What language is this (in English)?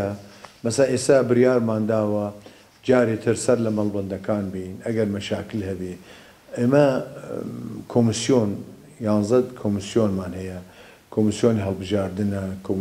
Central Kurdish